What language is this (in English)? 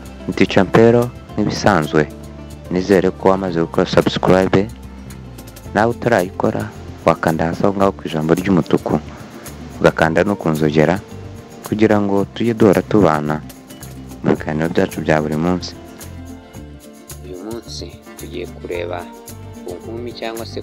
Kinyarwanda